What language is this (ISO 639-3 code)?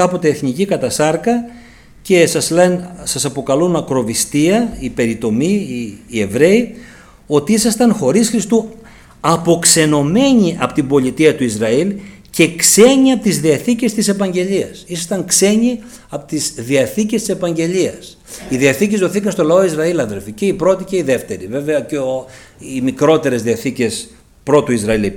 ell